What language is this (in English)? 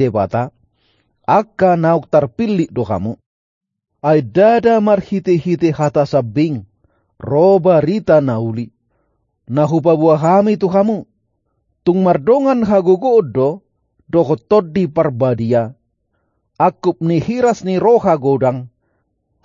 Batak Toba